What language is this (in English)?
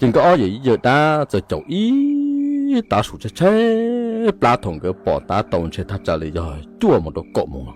Hmong